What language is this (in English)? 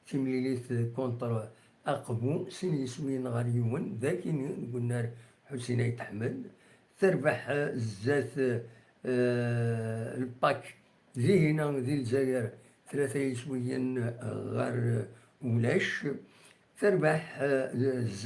Kabyle